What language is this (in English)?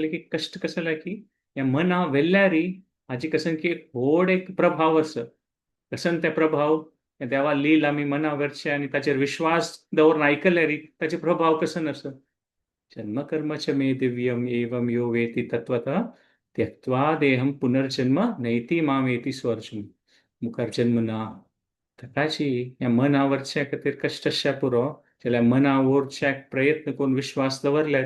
Konkani